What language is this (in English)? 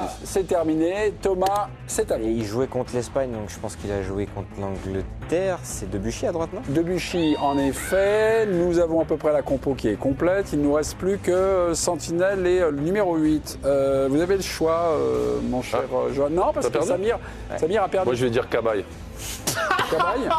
French